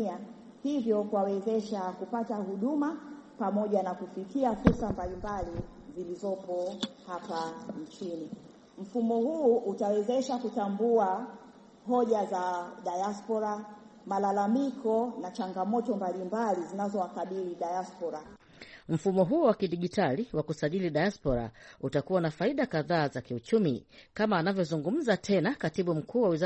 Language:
Swahili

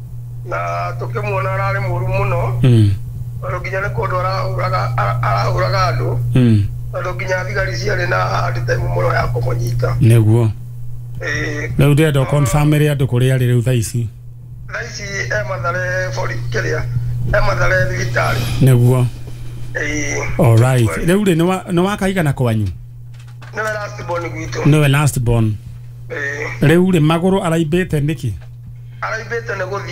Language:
Kikuyu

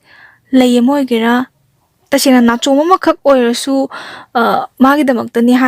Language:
Manipuri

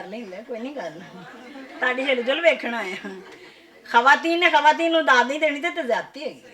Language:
Western Panjabi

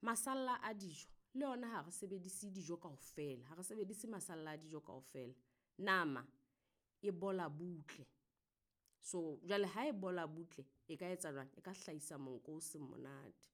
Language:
Southern Sotho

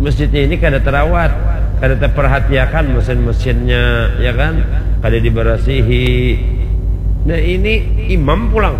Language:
Banjar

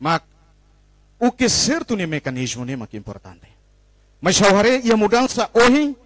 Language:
Tetum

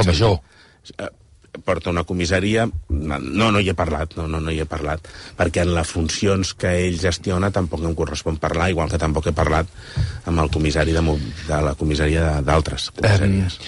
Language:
Catalan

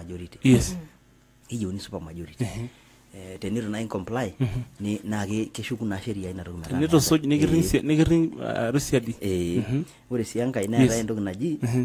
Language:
Masai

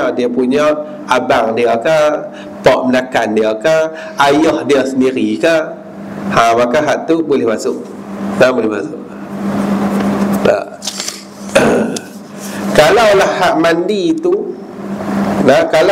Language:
Malay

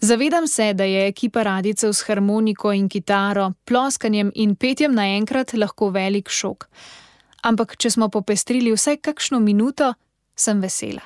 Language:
Slovenian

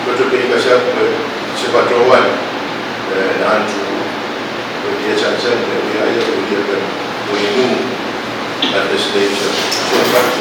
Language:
Pohnpeian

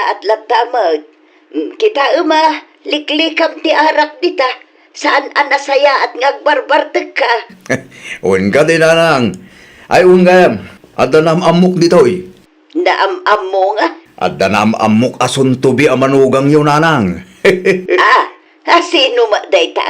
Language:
Iloko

